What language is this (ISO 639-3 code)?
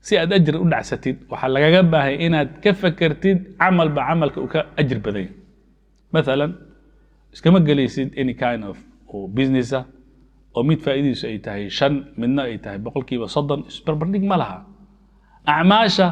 som